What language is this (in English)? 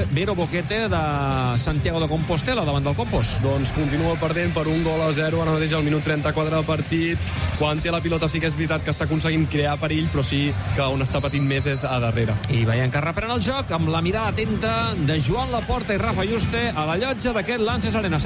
Catalan